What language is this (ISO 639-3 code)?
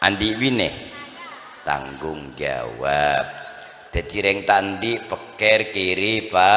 mad